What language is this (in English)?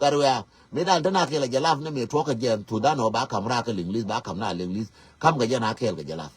Nuer